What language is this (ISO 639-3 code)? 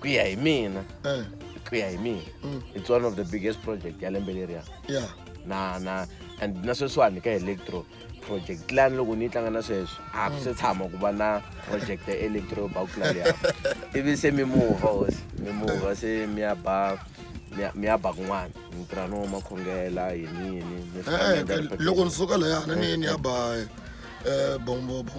tso